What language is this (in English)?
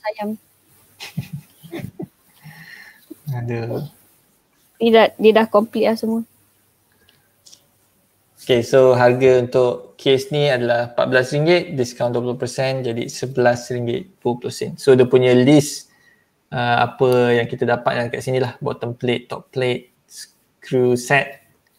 Malay